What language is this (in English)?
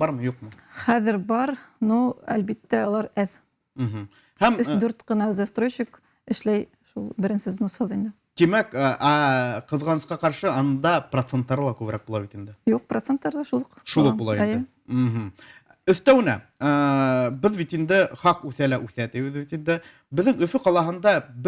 Bashkir